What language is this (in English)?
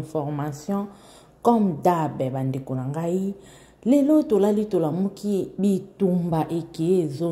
Lingala